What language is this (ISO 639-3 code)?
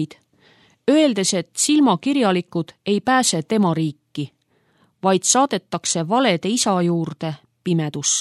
est